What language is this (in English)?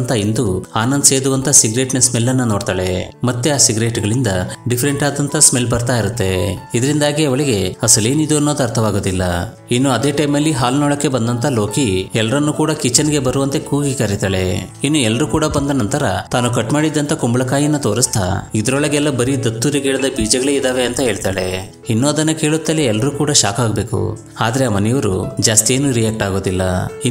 Kannada